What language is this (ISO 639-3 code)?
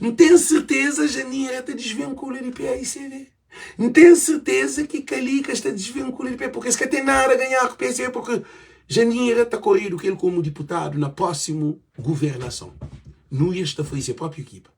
kea